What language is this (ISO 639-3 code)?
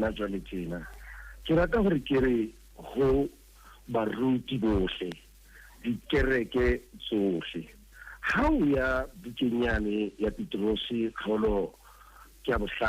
sot